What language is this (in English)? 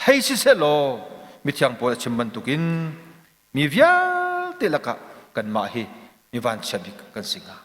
Hakha Chin